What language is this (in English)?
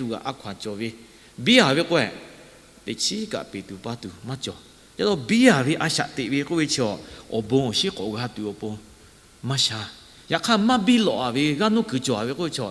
Lahu